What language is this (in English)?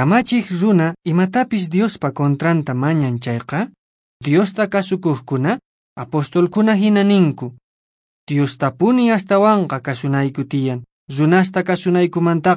Quechua